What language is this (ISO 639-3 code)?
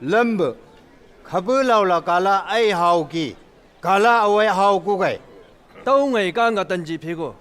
nbc